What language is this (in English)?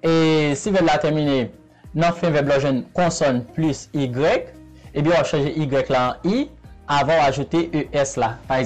Haitian Creole